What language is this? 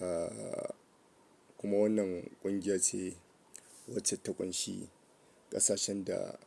Hausa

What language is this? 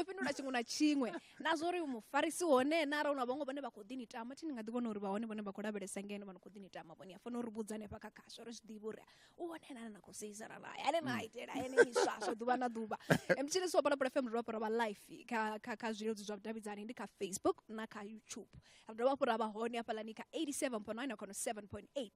Venda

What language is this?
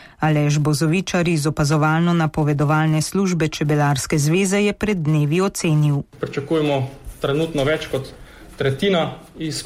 Slovenian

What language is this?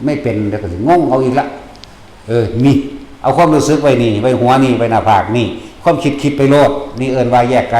Northeastern Thai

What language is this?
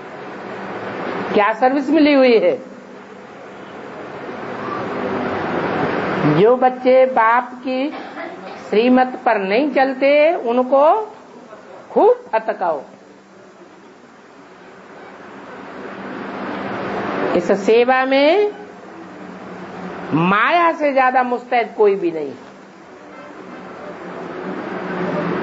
Hindi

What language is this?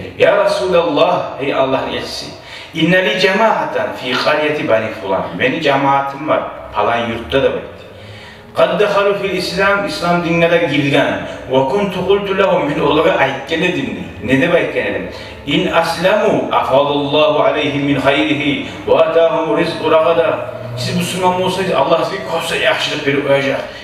Kumyk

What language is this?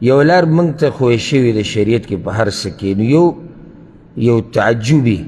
Pashto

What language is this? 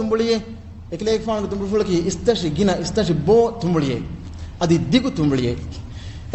Divehi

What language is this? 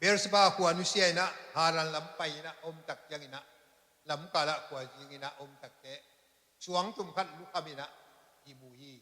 Tedim Chin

